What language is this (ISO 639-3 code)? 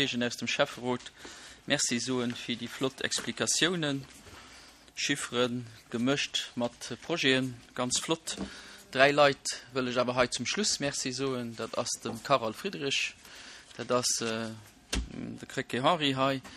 ltz